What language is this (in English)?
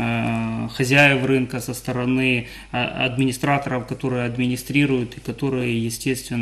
Russian